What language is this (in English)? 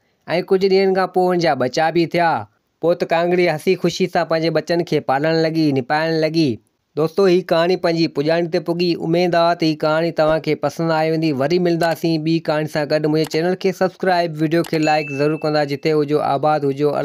Sindhi